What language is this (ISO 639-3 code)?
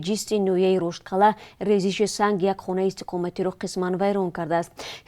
tgk